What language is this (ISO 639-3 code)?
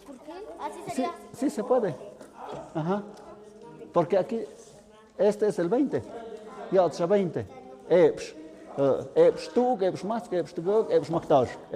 mxp